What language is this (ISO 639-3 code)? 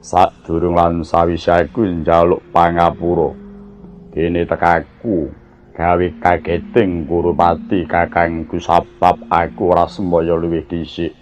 jav